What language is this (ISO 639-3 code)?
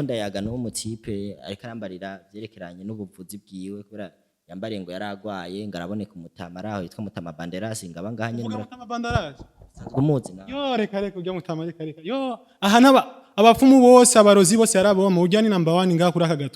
run